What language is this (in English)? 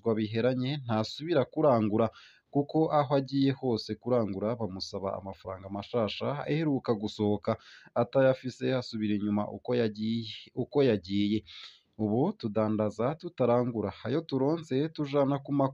Rundi